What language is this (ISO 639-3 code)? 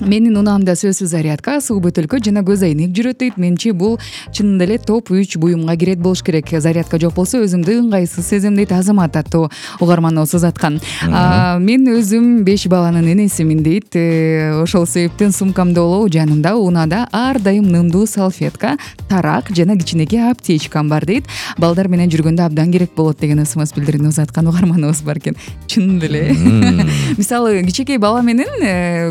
kir